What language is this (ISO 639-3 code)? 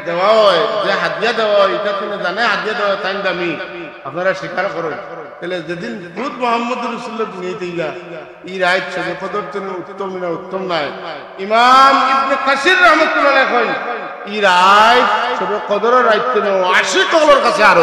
syl